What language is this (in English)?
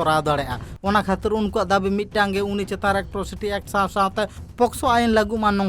Santali